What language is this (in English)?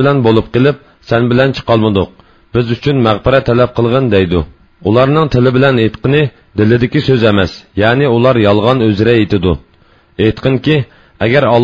Uyghur